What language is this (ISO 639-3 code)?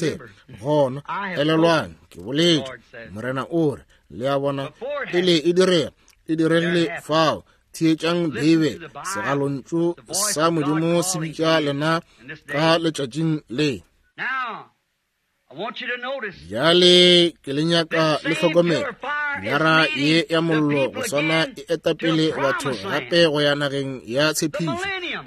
nso